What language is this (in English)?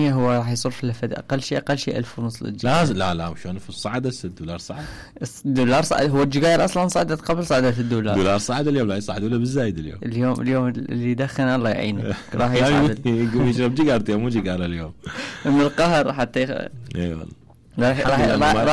Mesopotamian Arabic